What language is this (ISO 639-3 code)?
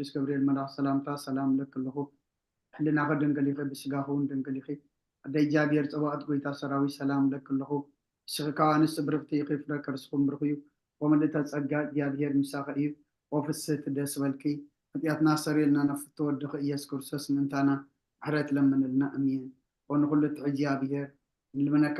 tir